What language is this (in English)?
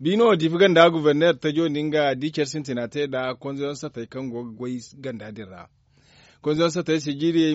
Zarma